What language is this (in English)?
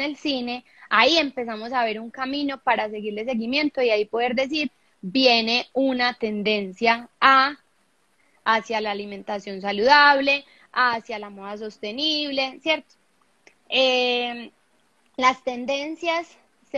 Spanish